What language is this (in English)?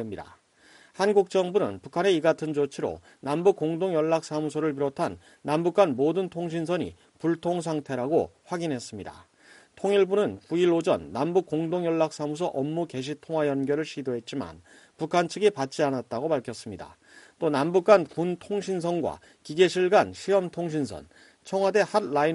Korean